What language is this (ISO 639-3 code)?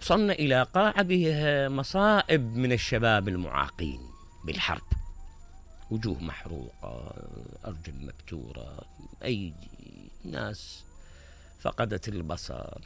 acm